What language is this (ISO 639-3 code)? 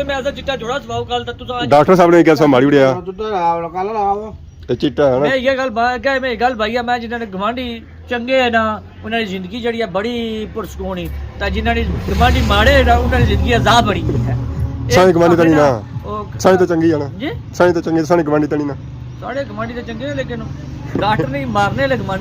phr